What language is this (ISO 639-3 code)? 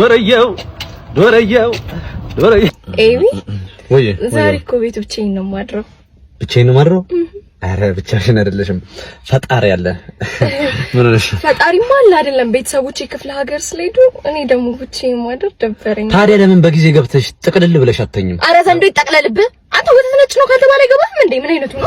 amh